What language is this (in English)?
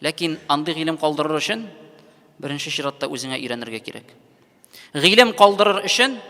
Tatar